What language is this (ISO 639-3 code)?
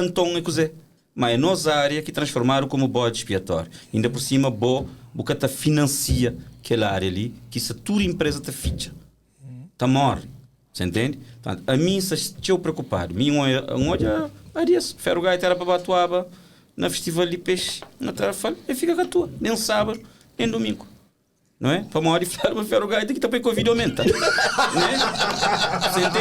kea